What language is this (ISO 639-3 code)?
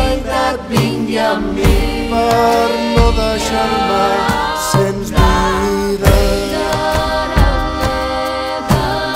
cat